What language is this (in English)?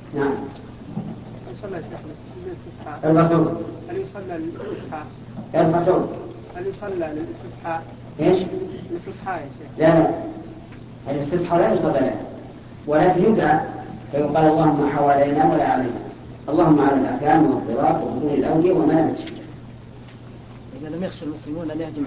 Arabic